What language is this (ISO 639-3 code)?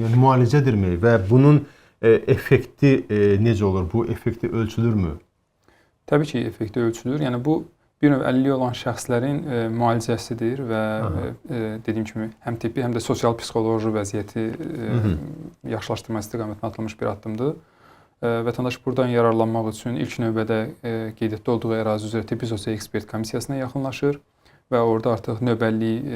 aze